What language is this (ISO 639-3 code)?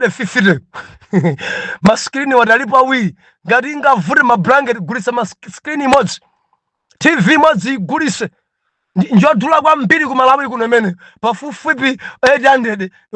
nya